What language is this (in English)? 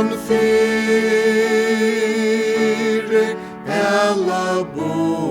Faroese